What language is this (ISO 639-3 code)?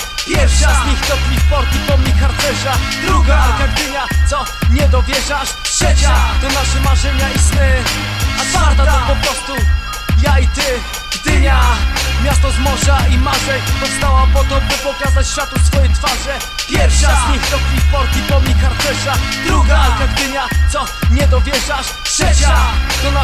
pol